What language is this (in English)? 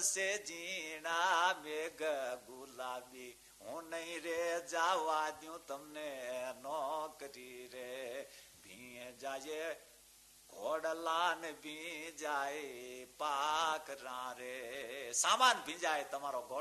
Gujarati